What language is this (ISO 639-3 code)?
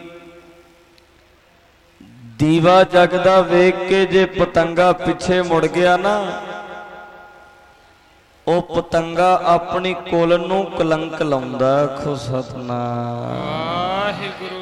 pan